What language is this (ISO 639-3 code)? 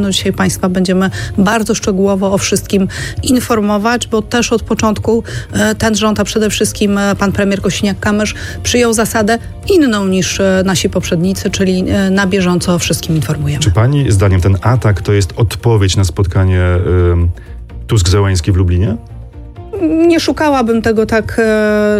pol